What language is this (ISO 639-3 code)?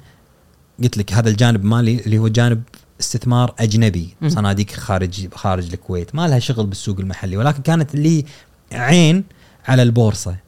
afb